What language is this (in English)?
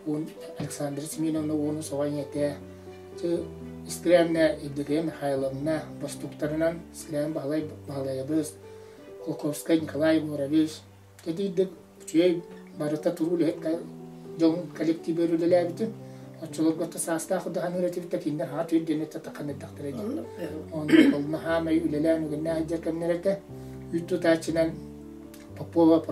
Yakut